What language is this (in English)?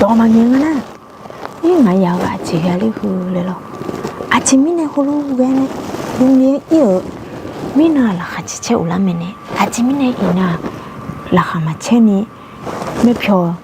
Akha